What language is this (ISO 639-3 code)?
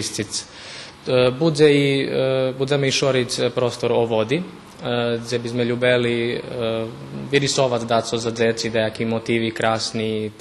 rue